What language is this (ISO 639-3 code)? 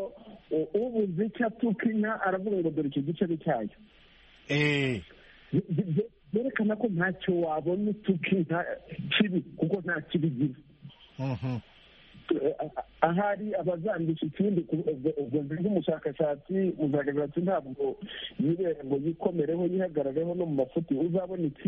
kin